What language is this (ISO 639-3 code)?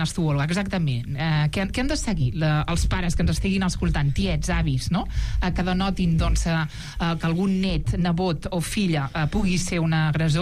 cat